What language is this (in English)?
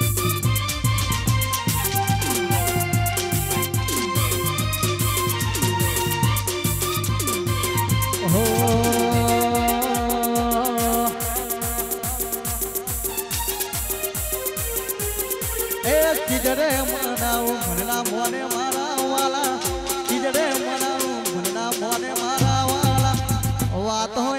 Gujarati